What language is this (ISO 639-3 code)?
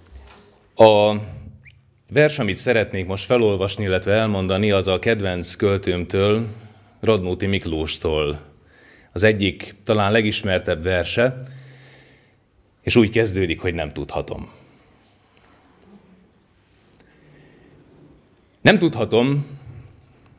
hun